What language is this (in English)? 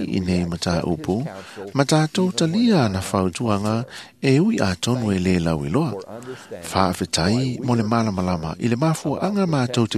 Samoan